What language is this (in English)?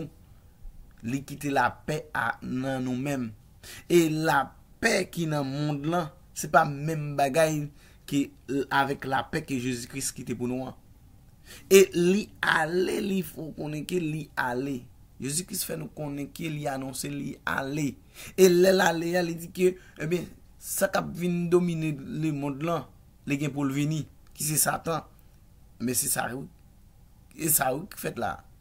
Haitian Creole